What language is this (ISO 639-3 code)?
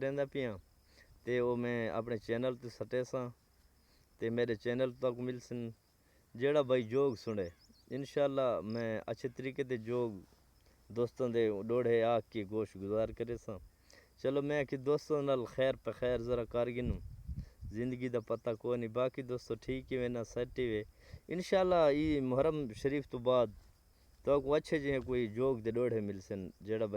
skr